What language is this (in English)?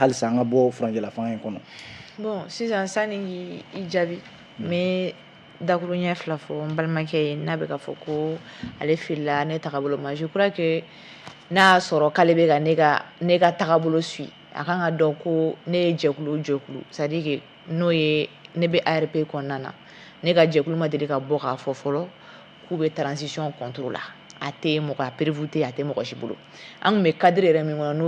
Bambara